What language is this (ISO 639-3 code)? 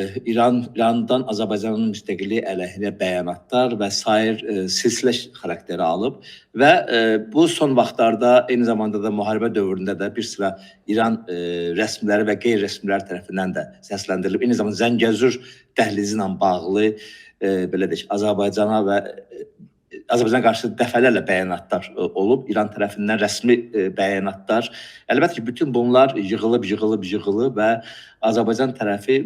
aze